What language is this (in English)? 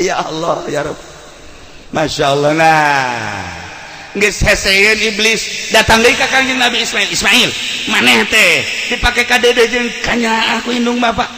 Sundanese